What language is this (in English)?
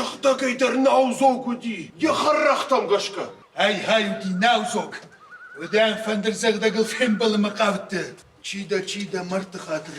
Ossetic